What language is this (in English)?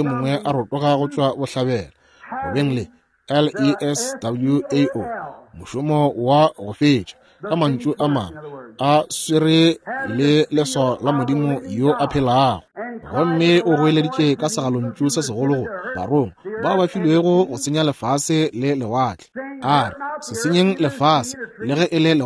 Northern Sotho